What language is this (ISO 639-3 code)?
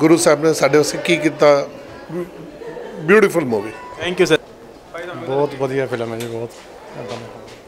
pan